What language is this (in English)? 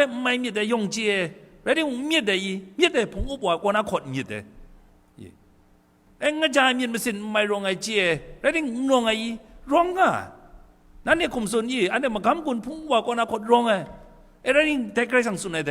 Kachin